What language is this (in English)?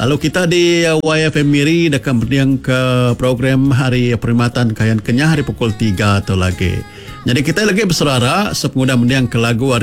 Iban